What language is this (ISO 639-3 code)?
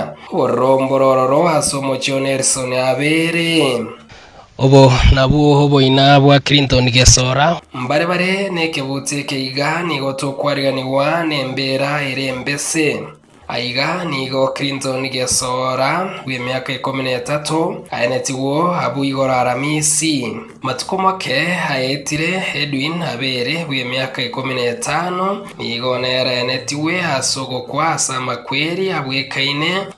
guz